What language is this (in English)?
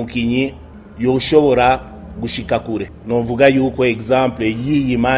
Rundi